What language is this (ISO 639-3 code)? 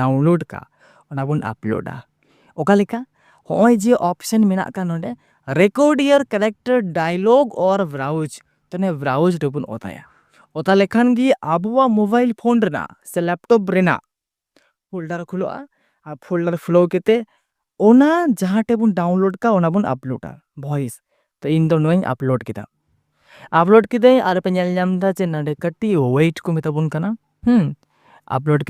sat